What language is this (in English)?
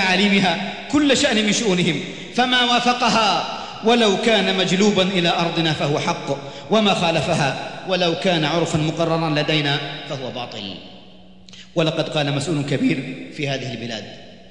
Arabic